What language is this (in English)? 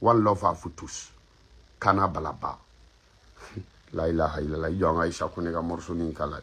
Bambara